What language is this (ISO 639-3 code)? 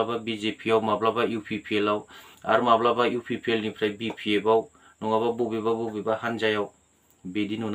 brx